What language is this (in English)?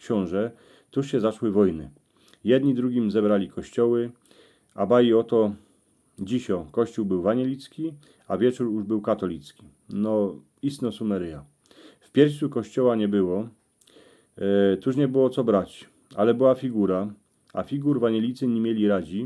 Silesian